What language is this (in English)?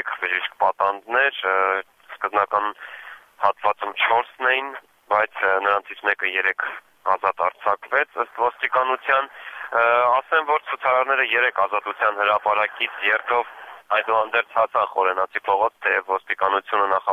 Armenian